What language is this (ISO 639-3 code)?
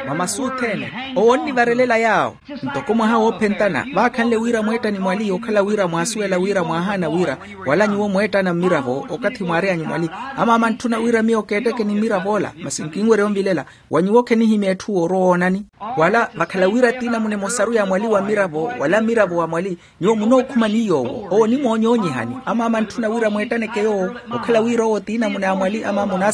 vmw